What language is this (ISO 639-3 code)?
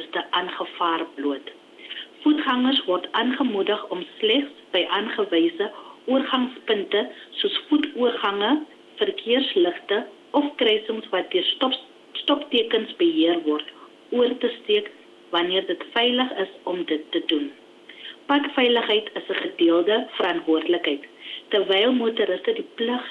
afr